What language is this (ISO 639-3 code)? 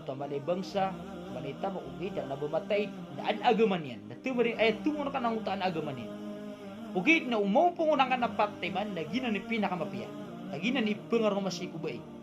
mrw